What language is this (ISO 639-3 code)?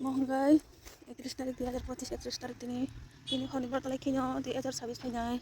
trp